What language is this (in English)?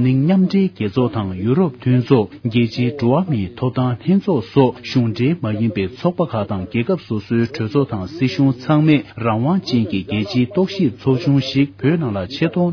Tibetan